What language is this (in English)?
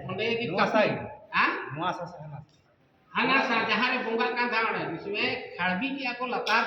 Santali